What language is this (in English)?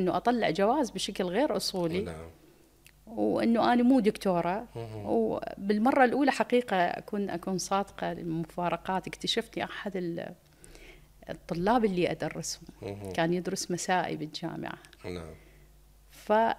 Mesopotamian Arabic